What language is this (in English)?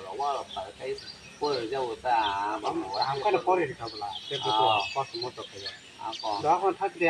Kok Borok